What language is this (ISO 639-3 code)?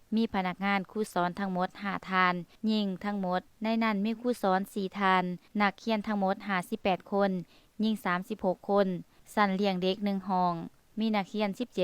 lao